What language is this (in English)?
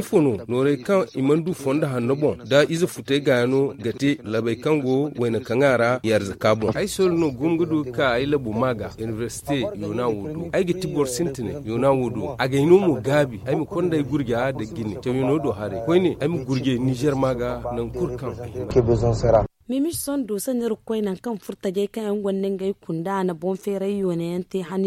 Zarma